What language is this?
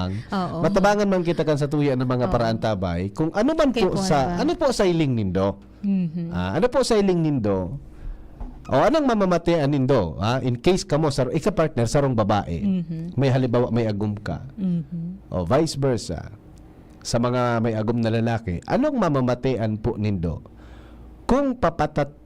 Bikol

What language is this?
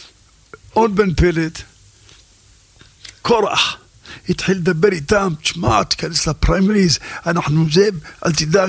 Hebrew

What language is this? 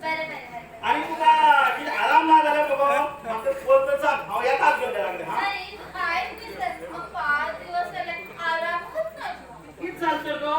Konkani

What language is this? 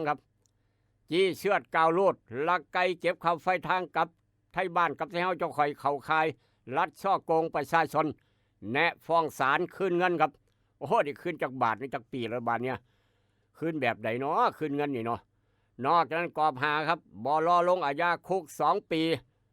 Northeastern Thai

